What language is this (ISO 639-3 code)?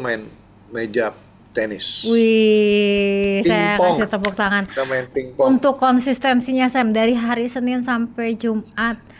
ind